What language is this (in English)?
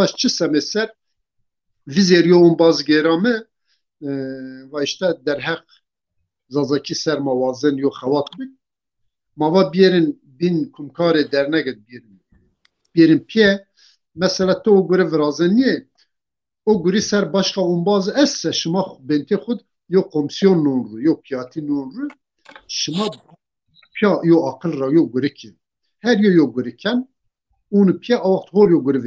Zaza